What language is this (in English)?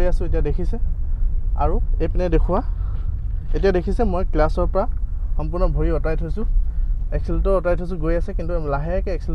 Assamese